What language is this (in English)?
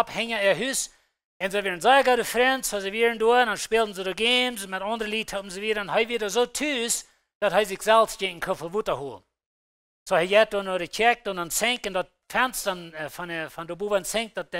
Plautdietsch